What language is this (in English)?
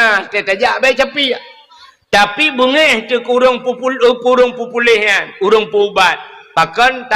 Achinese